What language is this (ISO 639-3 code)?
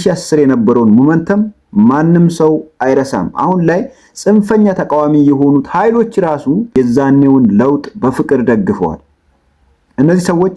amh